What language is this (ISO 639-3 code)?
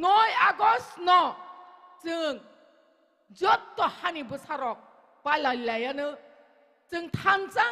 trp